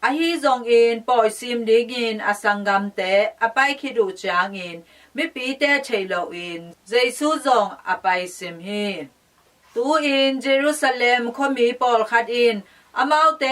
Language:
Tedim Chin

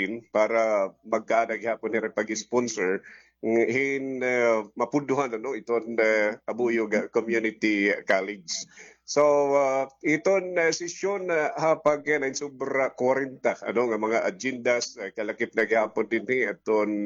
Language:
Waray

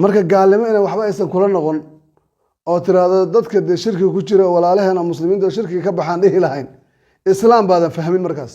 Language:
Somali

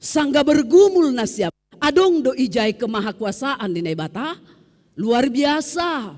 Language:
Batak Simalungun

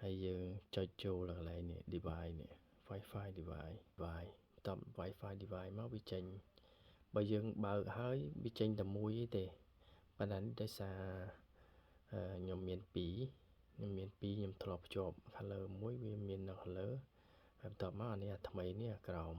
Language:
Khmer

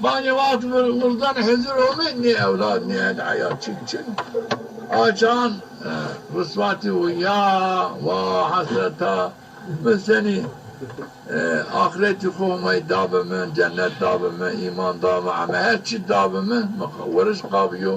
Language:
Zaza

